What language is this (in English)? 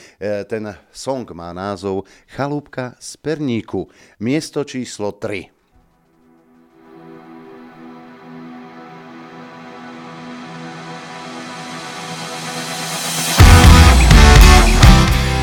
Slovak